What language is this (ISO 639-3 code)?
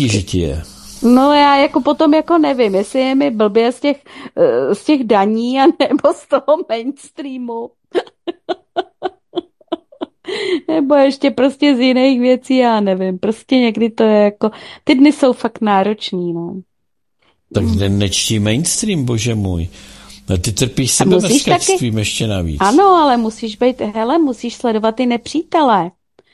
ces